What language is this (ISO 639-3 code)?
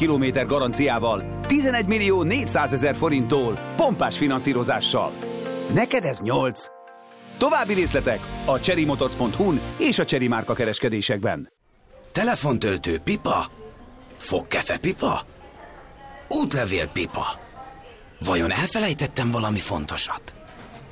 hun